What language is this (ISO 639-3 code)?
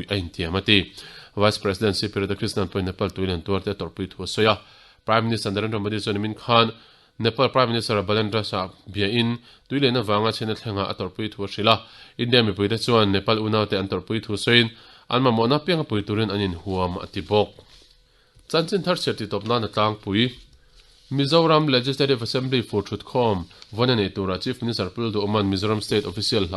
lus